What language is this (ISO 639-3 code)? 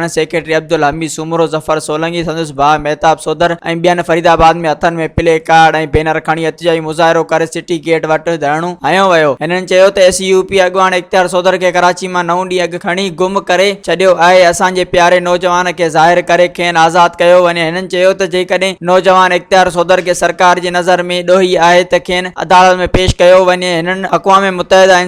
snd